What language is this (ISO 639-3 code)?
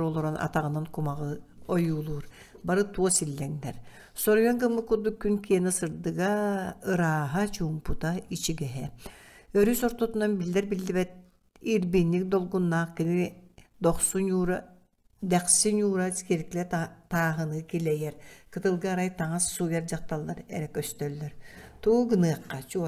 sah